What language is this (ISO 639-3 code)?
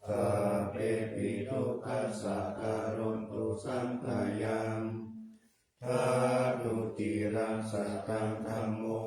pli